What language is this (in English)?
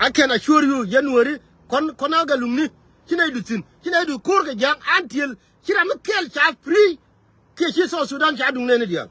Nuer